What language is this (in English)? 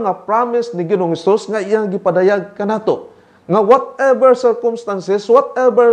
Cebuano